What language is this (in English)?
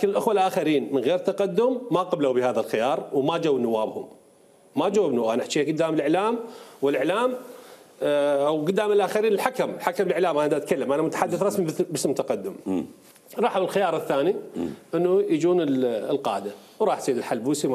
Mesopotamian Arabic